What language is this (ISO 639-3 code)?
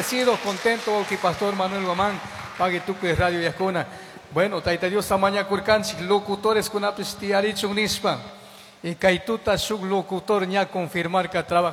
qug